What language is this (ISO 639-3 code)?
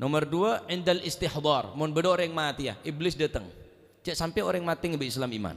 mad